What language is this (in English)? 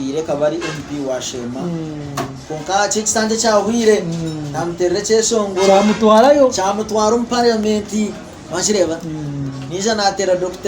Nyankole